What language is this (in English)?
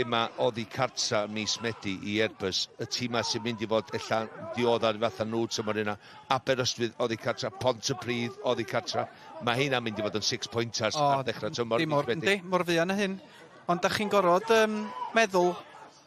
Welsh